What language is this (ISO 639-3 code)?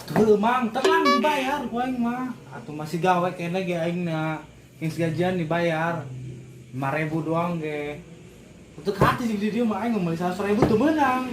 sun